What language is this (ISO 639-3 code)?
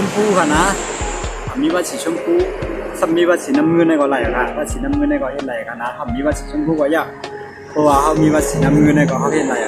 shn